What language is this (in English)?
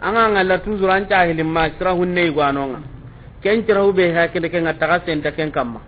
Soninke